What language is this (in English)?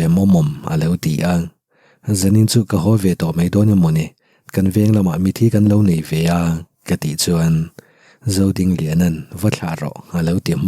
Mizo